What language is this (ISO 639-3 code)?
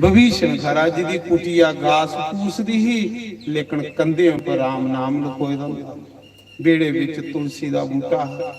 doi